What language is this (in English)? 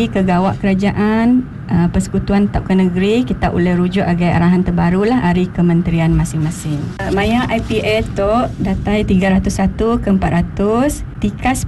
Iban